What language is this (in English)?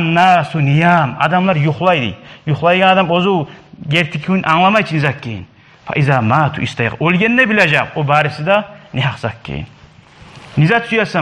Kumyk